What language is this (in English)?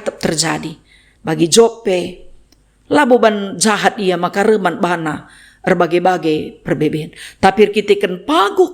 Batak Karo